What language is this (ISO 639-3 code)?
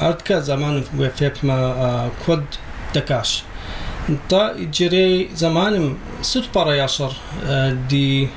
kbd